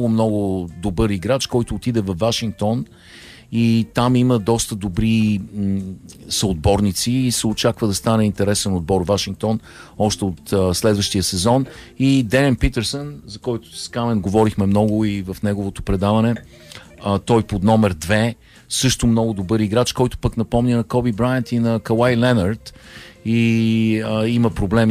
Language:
Bulgarian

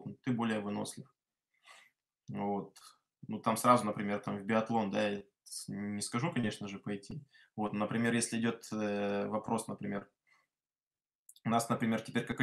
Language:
Russian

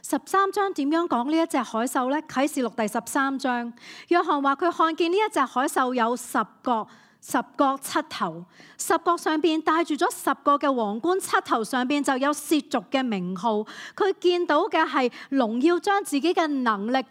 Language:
Cantonese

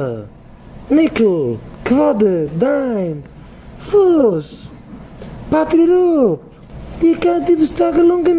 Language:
Yiddish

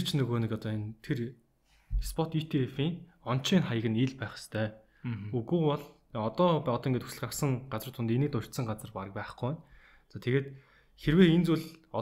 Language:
Mongolian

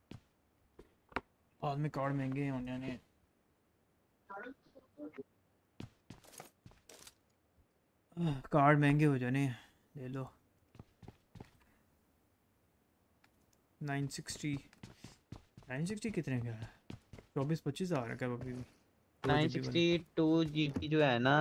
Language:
Hindi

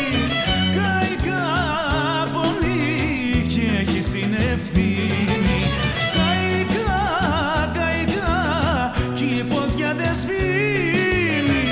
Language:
Greek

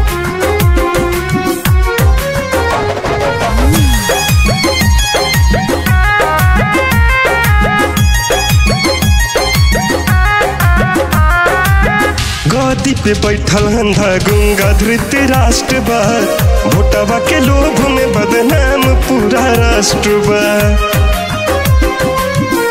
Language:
Bhojpuri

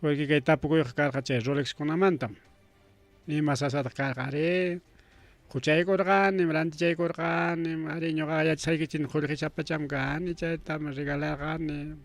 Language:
Ayacucho Quechua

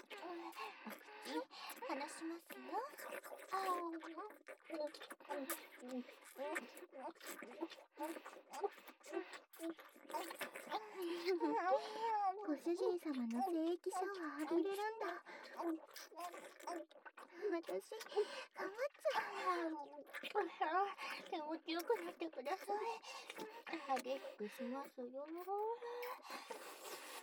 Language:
Japanese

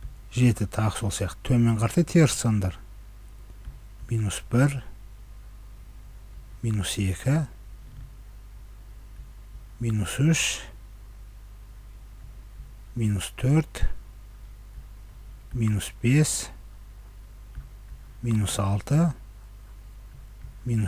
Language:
Kazakh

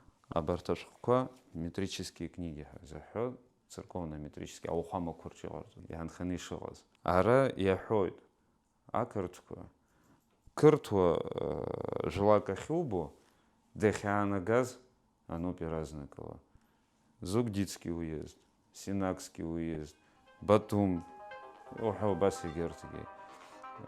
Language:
Abkhazian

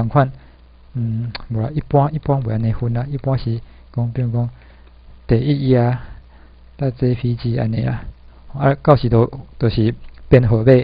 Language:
Min Nan Chinese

